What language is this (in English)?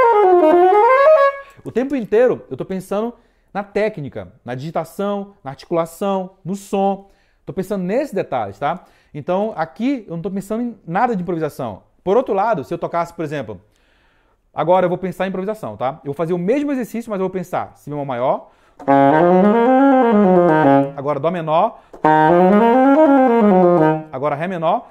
Portuguese